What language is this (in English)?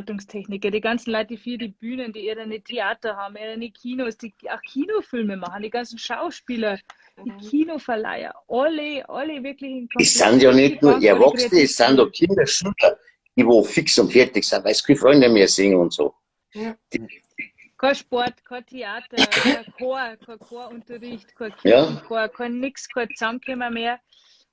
Bavarian